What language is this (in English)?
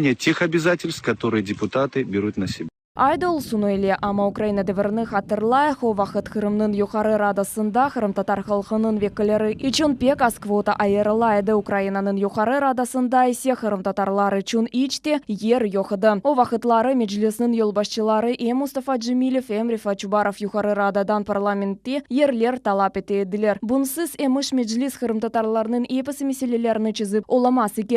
Crimean Tatar